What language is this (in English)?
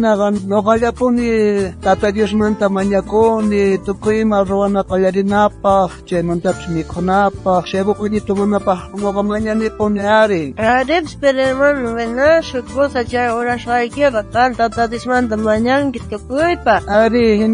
South Bolivian Quechua